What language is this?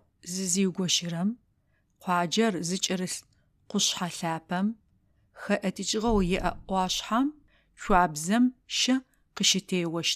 Adyghe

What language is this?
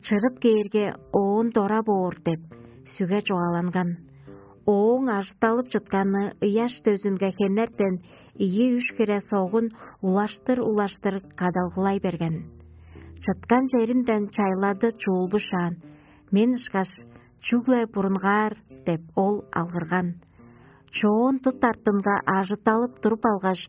Tuvinian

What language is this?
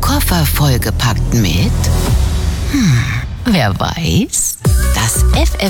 German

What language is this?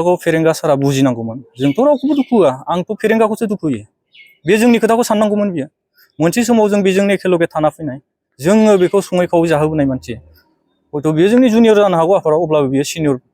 Bodo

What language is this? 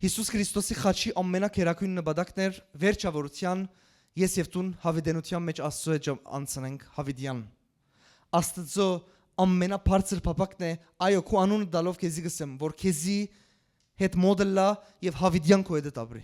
Western Armenian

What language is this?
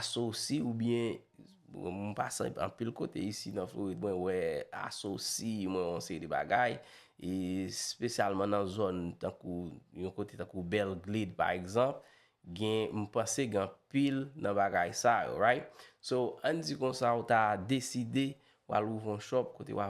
Haitian Creole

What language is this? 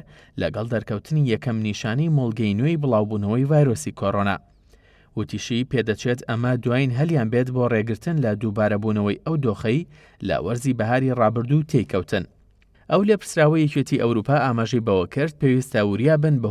Central Kurdish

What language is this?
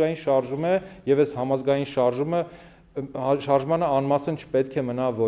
Armenian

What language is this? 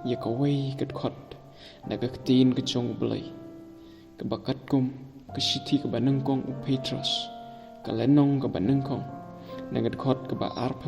Khasi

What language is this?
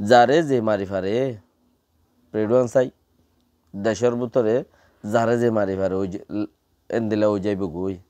Rohingya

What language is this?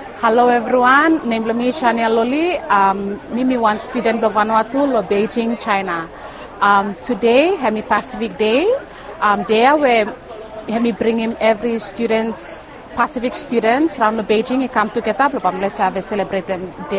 Bislama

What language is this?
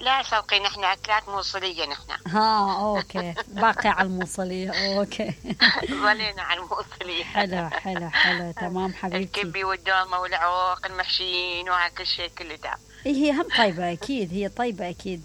Mesopotamian Arabic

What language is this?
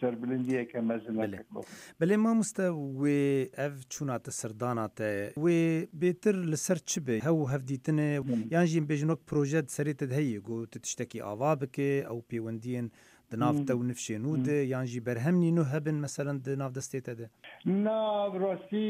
Kurdish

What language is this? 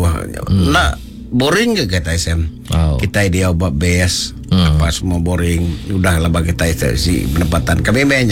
Iban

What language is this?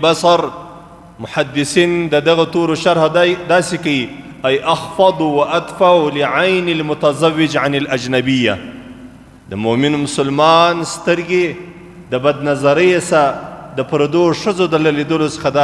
Pashto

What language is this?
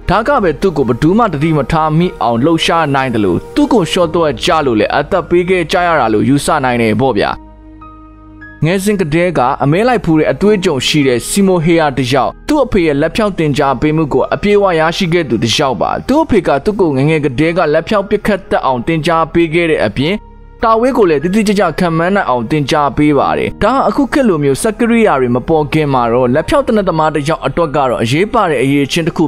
Burmese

